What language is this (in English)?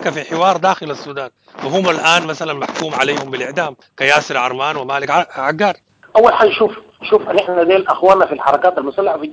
Sudanese Arabic